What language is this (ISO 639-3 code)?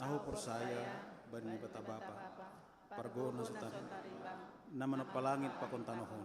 bts